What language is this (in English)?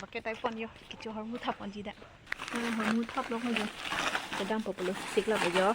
Karbi